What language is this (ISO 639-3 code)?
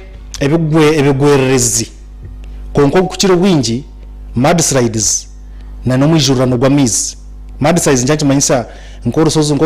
nyn